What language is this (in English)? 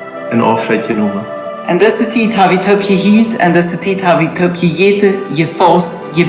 Plautdietsch